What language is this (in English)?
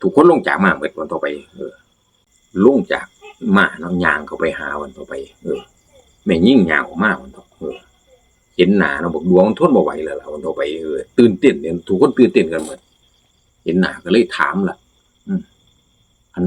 Northeastern Thai